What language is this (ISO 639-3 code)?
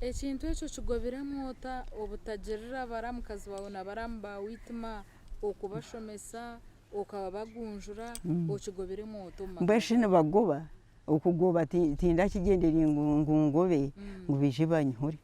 nyn